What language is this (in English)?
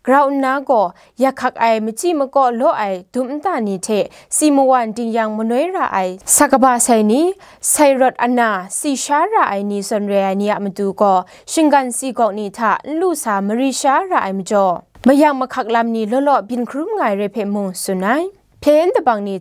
Kachin